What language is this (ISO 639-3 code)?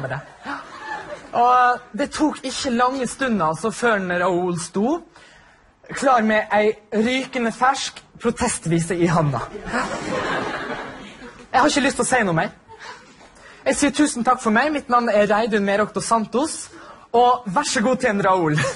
nor